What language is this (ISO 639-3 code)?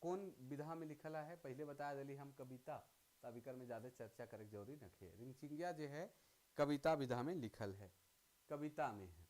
sck